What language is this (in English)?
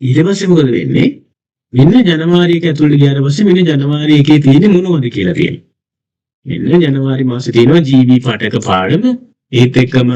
Sinhala